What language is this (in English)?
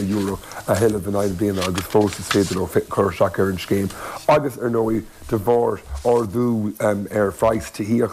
Irish